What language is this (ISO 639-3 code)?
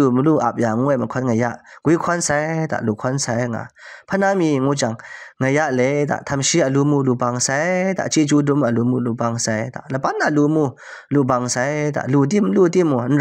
kac